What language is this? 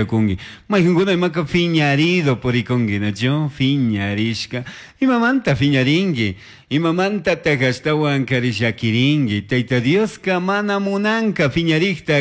Chimborazo Highland Quichua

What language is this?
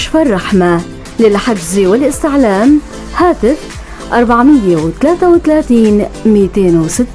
North Levantine Arabic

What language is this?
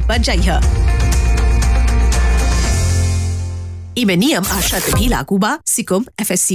Bhojpuri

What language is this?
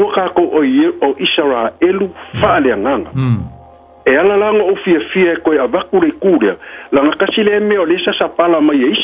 Samoan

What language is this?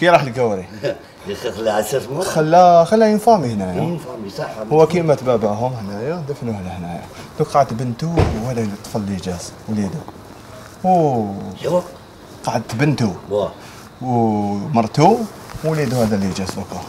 Algerian Arabic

